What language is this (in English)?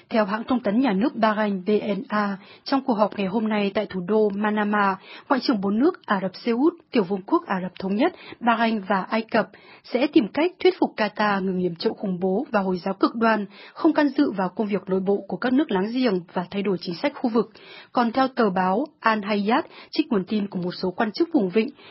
Vietnamese